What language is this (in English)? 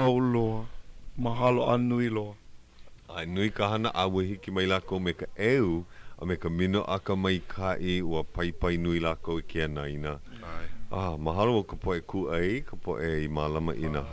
Hawaiian